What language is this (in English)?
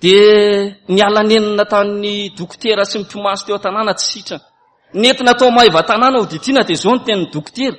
Malagasy